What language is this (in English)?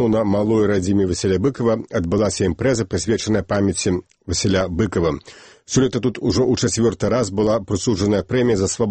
Belarusian